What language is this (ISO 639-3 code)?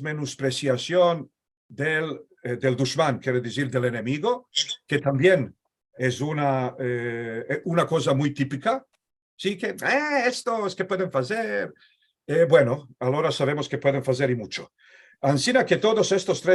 lad